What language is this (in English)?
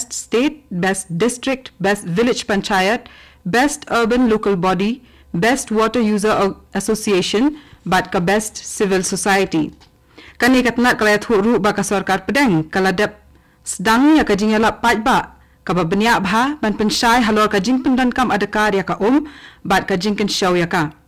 Khasi